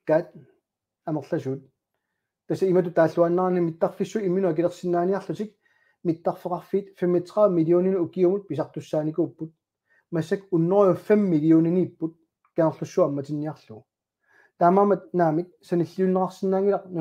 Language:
Kalaallisut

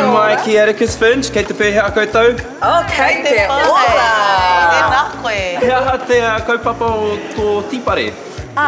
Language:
Māori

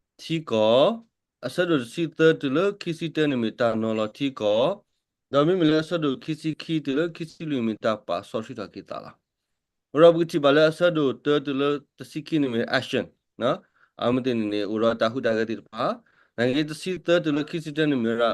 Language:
S'gaw Karen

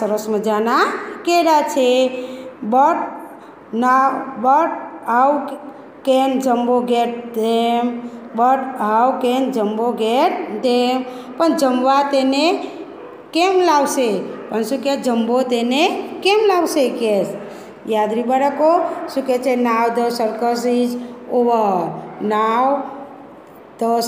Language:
Gujarati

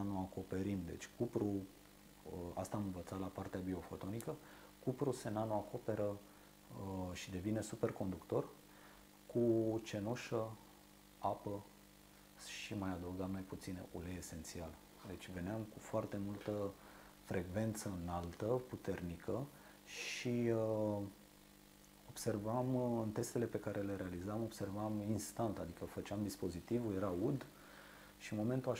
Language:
Romanian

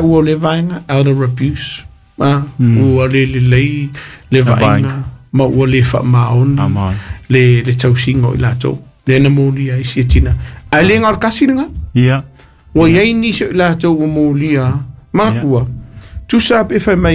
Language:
Samoan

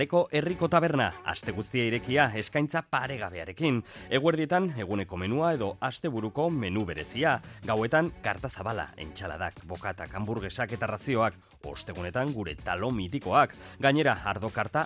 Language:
Basque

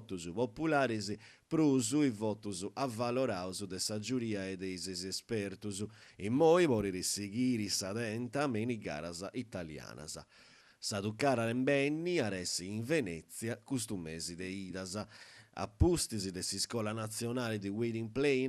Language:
Sardinian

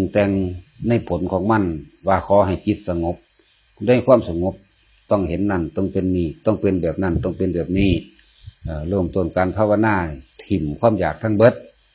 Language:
Northeastern Thai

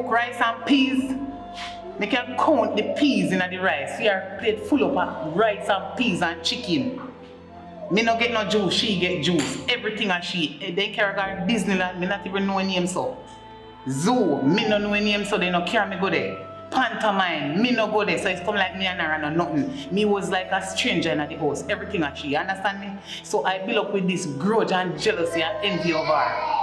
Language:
Jamaican Creole English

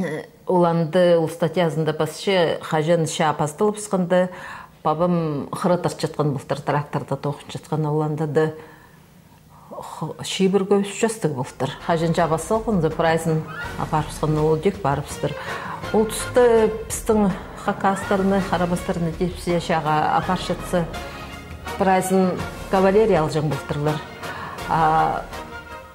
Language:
Khakas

